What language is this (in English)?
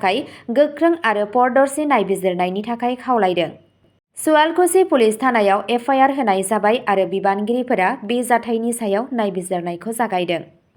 Bodo